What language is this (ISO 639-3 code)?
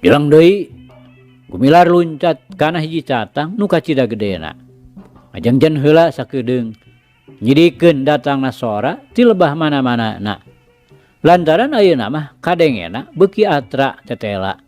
sun